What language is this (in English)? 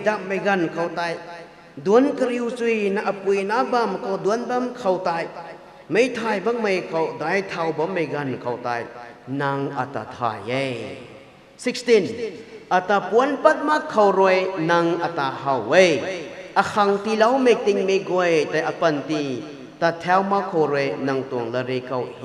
Rongmei Naga